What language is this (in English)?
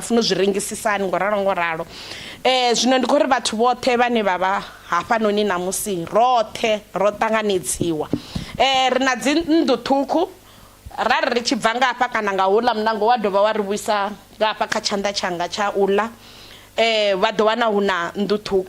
Venda